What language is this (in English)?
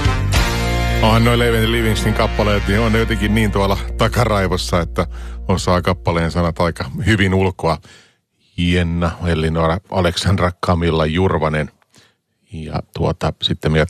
Finnish